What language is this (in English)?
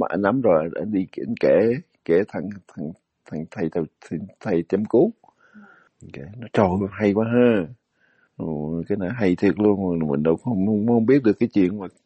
Vietnamese